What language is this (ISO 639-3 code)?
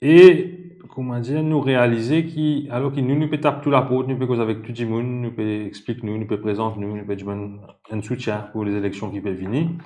mfe